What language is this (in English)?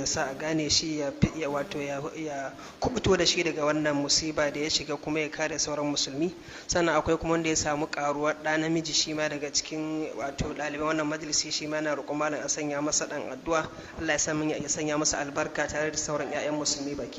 Hausa